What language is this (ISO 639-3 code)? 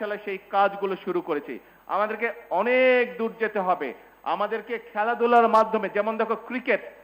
ben